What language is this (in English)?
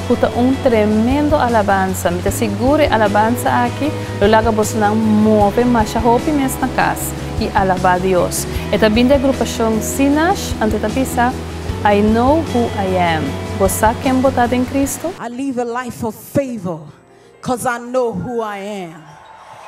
Papiamento